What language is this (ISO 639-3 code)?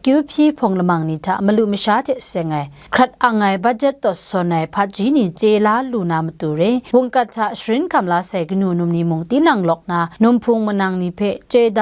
kac